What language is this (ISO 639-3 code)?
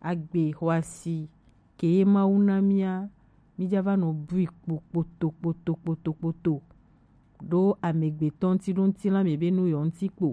gej